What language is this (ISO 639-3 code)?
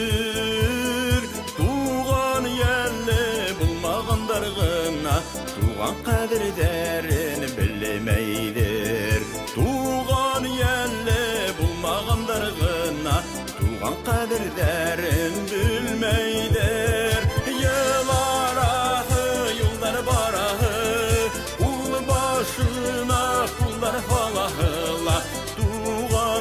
bak